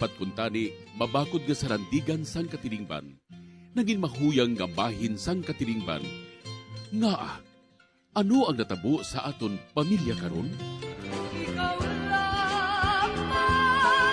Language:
Hiligaynon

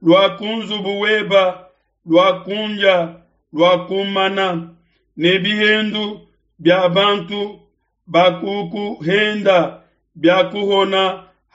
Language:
Luba-Lulua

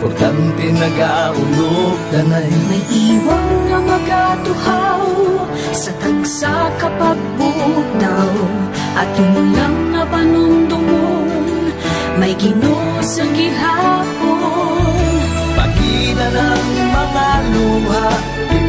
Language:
Hiligaynon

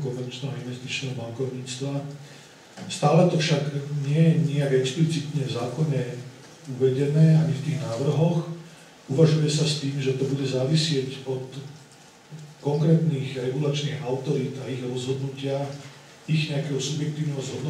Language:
Slovak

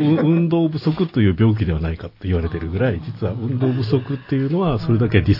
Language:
Japanese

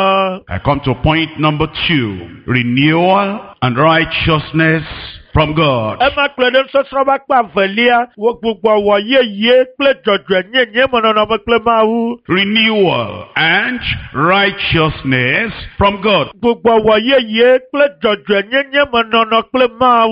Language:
Ewe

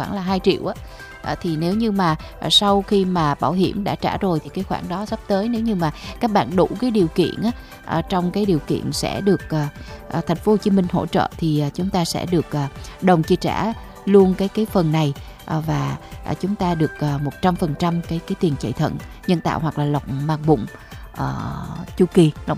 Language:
Vietnamese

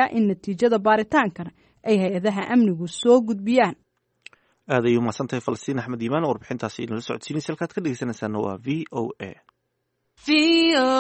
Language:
Somali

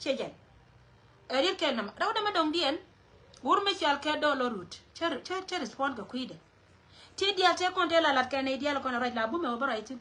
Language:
Nuer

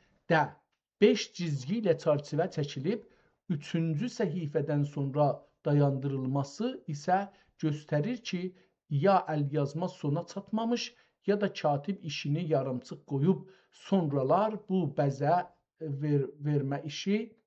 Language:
South Azerbaijani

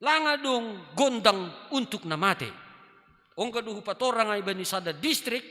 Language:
Batak Simalungun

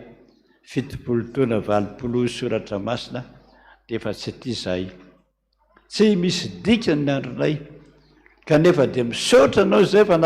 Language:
Malagasy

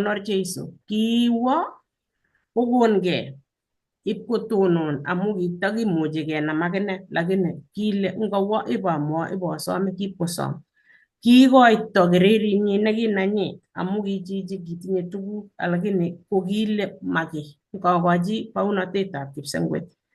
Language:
Kalenjin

